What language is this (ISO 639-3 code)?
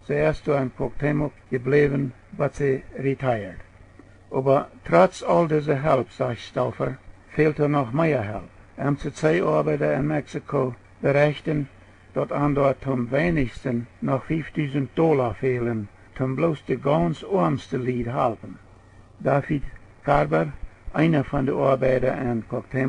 pdt